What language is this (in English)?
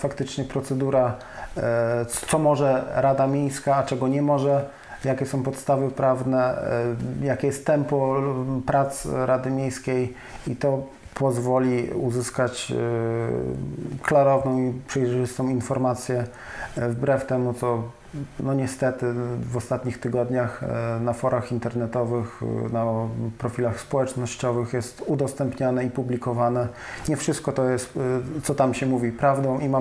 Polish